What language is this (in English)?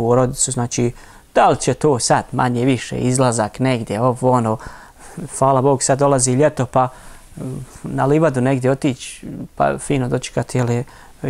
Bosnian